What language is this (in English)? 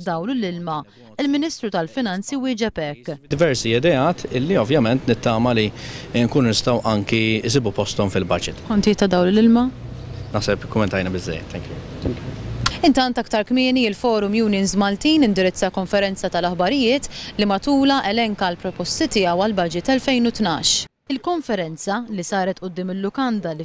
Maltese